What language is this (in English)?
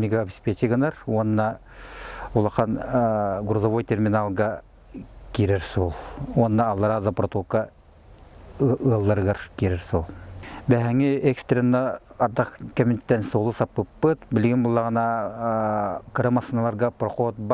Yakut